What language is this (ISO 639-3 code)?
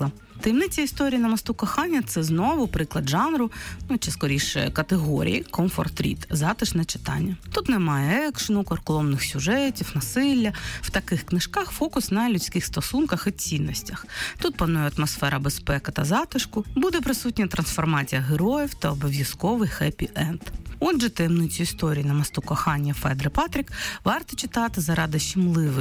ukr